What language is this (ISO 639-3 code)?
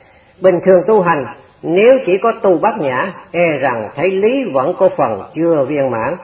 vie